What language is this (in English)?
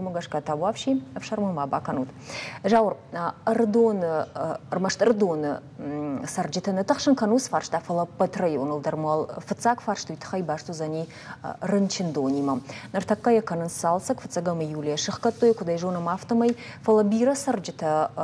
Ossetic